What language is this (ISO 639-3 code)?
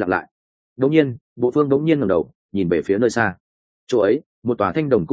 vie